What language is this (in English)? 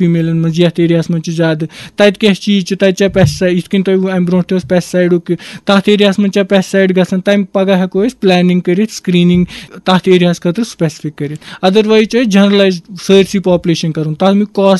Kashmiri